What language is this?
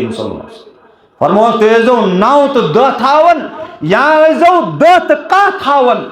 Kashmiri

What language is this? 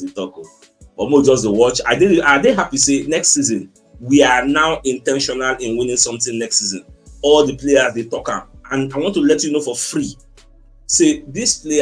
Nigerian Pidgin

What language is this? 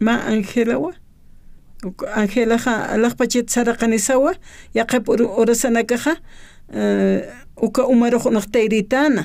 Aymara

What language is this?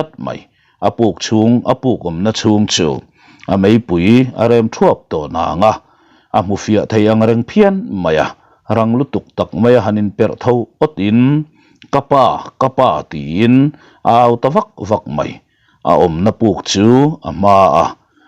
Mizo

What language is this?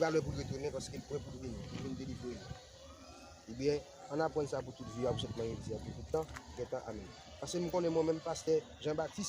Haitian Creole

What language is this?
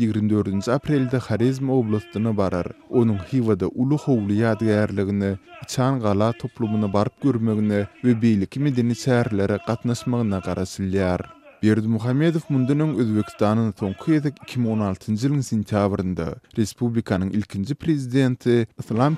Turkmen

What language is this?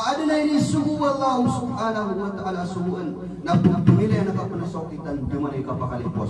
Maranao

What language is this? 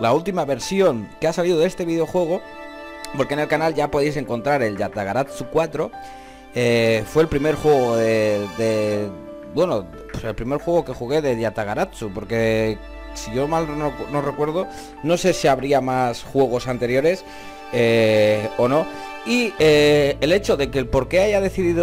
Spanish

